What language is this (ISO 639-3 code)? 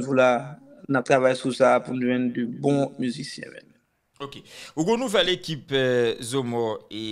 hat